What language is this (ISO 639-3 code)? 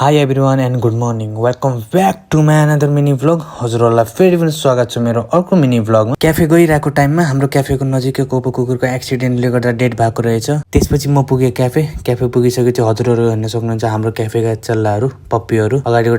nep